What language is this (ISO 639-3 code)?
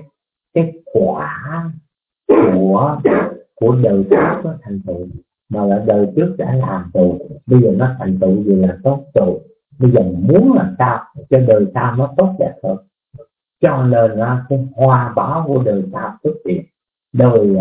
vie